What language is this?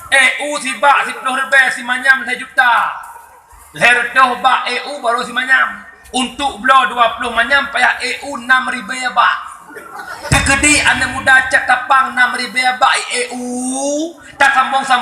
Achinese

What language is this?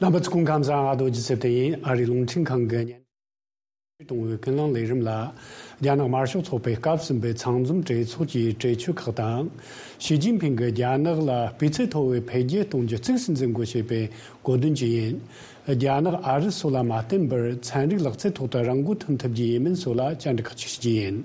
Tibetan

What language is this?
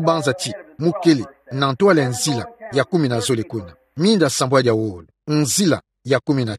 Kituba (Democratic Republic of Congo)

